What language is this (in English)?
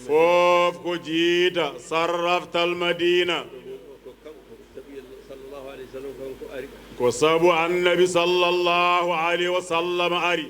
Fula